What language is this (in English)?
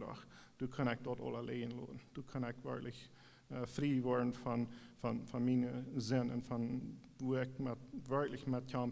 Plautdietsch